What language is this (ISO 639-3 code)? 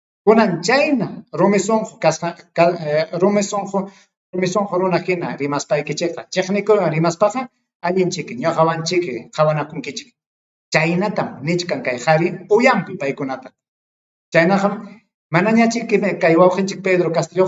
quy